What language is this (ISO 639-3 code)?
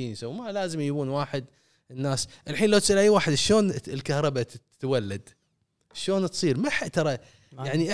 afb